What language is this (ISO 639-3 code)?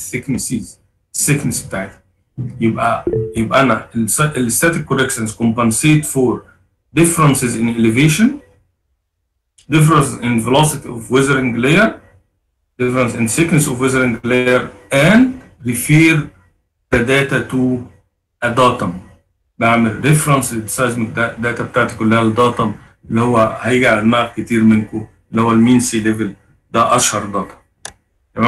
arz